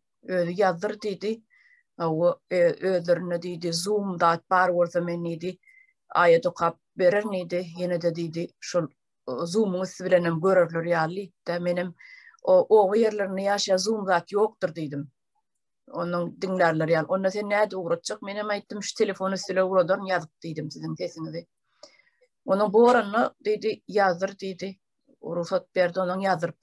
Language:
Turkmen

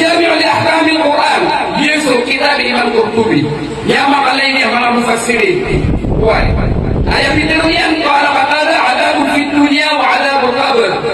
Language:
Maranao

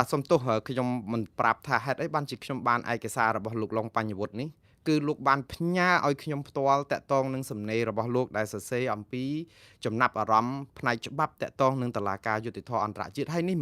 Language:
Khmer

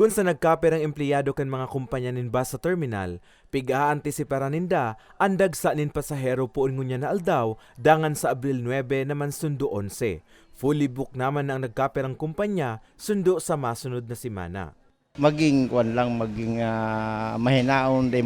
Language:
Bikol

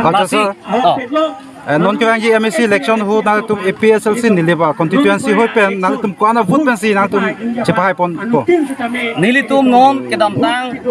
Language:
Karbi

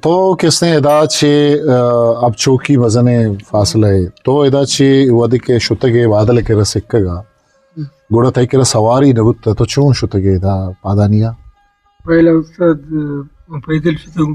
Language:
Eastern Balochi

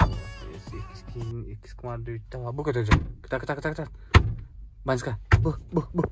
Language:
Yakut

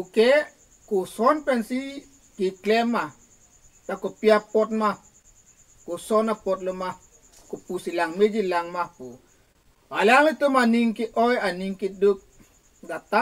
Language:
Karbi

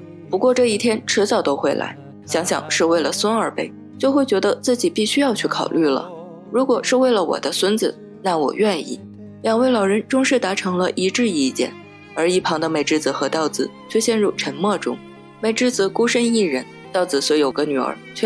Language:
Chinese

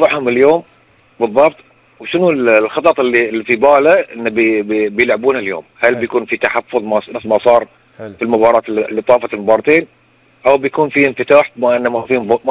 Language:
Gulf Arabic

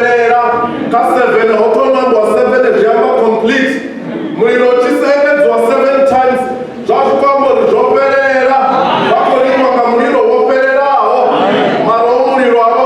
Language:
Venda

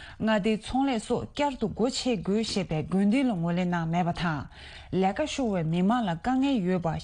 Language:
Tibetan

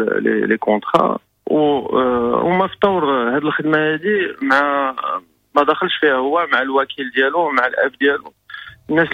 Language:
Moroccan Arabic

